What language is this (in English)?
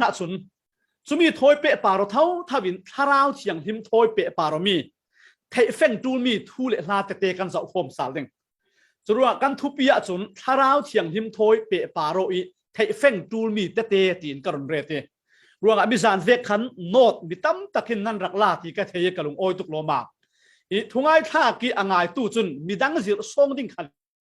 Falam Chin